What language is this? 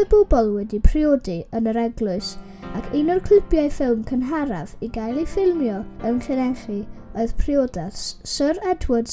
Welsh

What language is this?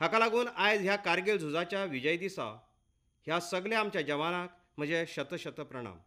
Konkani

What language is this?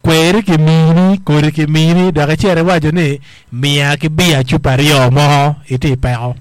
Acoli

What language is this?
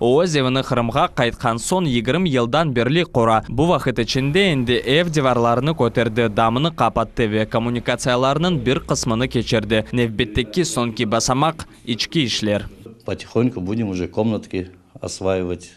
Crimean Tatar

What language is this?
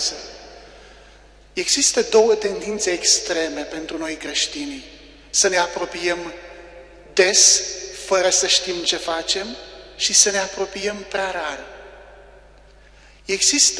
Romanian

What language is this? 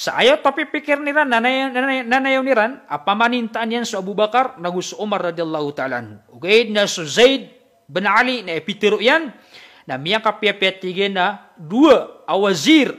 Maranao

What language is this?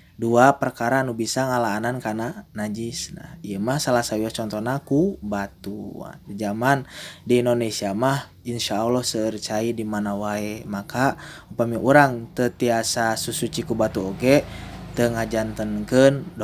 Sundanese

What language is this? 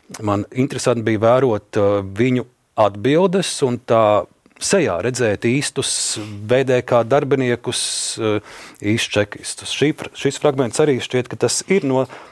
Latvian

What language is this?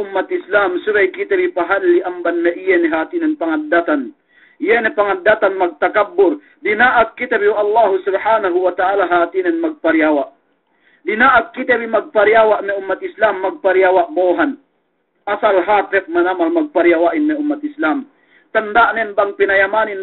Yakan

